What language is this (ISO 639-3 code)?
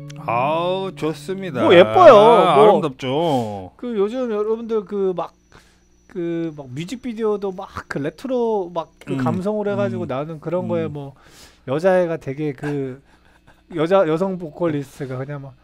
kor